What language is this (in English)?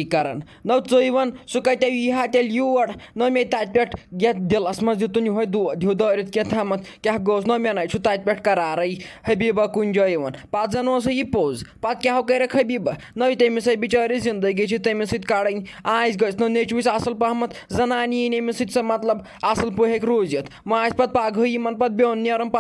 Kashmiri